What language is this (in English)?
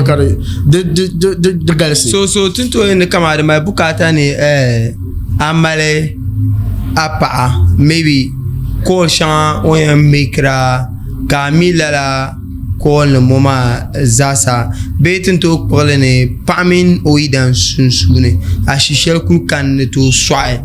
Dagbani